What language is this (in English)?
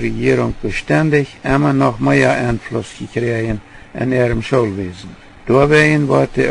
Plautdietsch